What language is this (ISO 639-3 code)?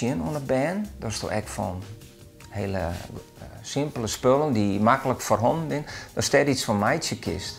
fry